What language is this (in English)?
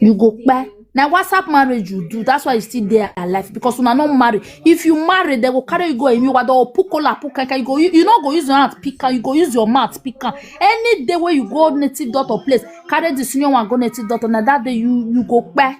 Nigerian Pidgin